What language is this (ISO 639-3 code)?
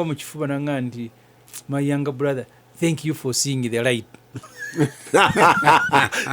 lug